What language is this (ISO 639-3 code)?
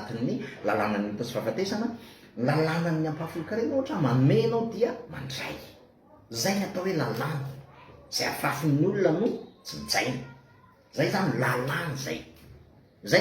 mlg